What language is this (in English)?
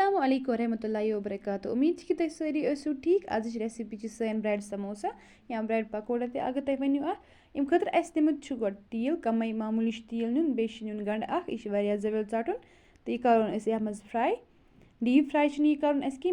Kashmiri